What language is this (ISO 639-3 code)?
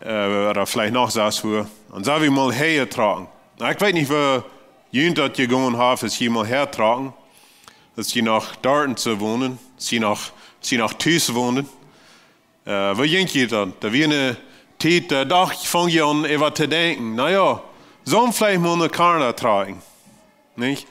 pdt